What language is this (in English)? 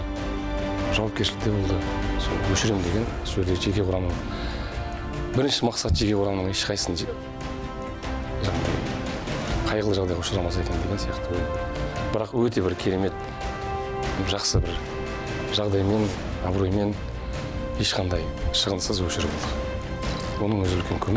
Kazakh